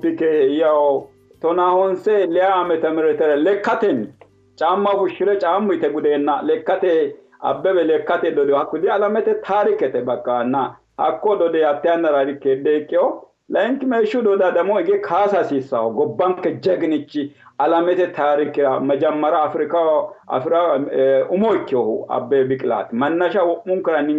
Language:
Sidamo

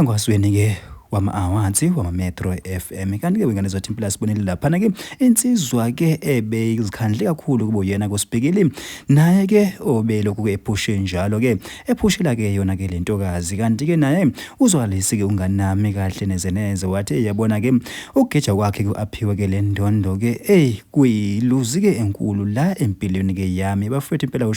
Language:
Zulu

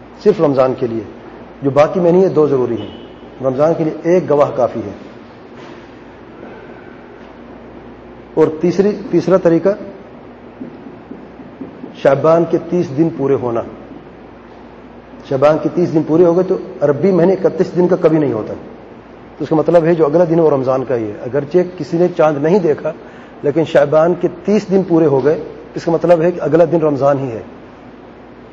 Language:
Urdu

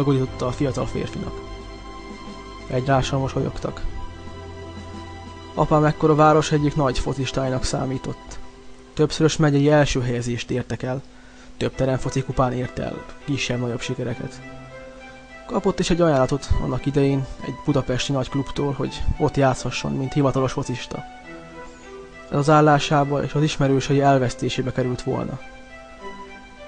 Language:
Hungarian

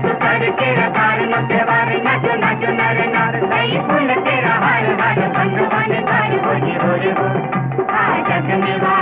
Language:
Gujarati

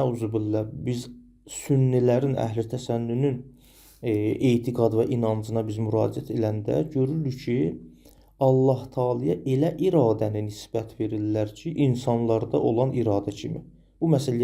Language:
Azerbaijani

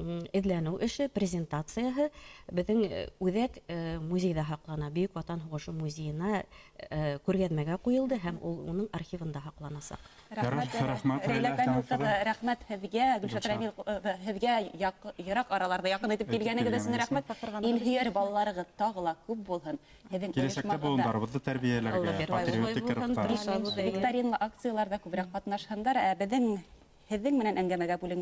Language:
Bashkir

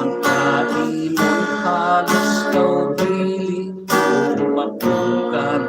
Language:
Hiligaynon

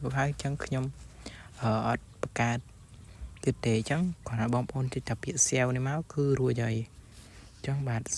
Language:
Khmer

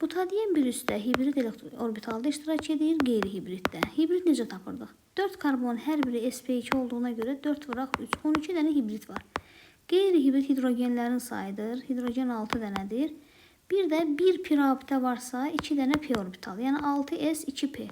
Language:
Azerbaijani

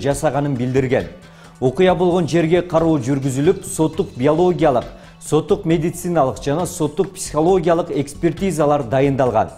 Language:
Kyrgyz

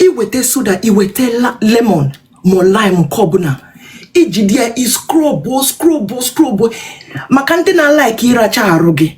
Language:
Igbo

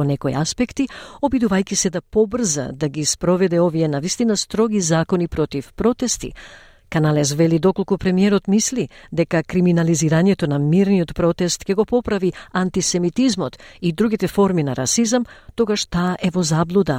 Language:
Macedonian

